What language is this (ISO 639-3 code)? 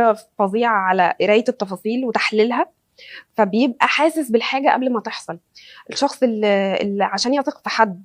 arz